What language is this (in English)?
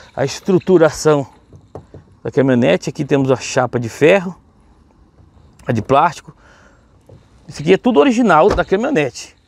Portuguese